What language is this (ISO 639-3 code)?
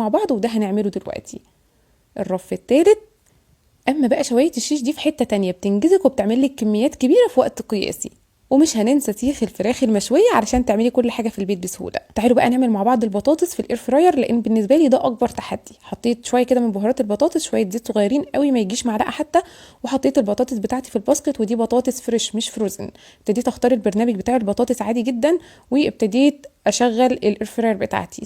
arz